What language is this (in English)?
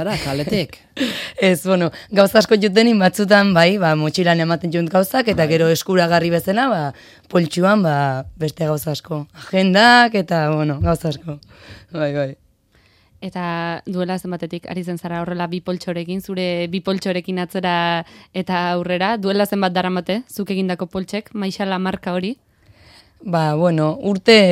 Basque